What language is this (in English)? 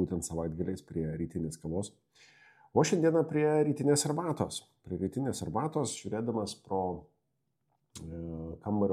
Lithuanian